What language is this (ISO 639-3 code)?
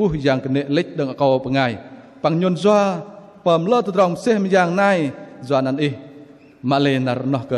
bdq